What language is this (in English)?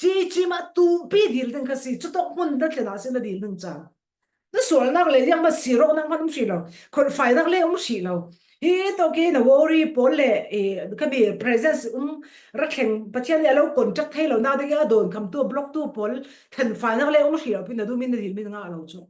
Falam Chin